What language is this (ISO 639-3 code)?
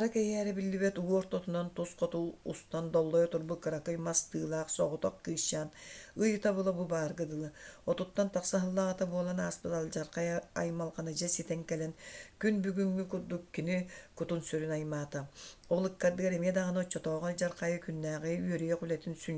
sah